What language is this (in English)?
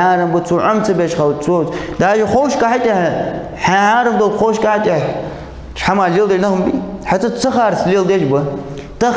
Ingush